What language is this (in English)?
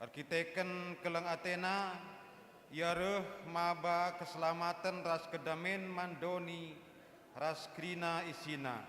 Batak Karo